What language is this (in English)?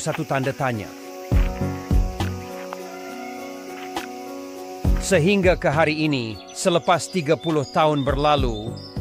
Malay